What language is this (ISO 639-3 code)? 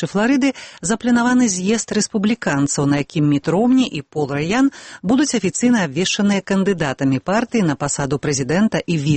bel